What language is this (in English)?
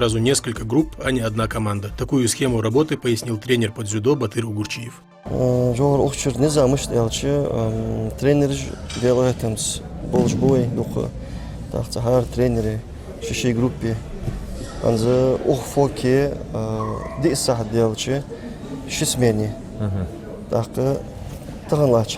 Ingush